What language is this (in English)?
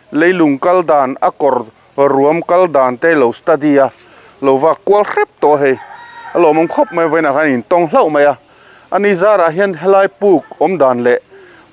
Mizo